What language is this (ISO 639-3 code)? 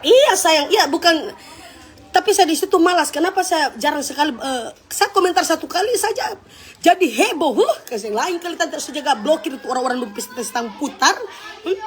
xmm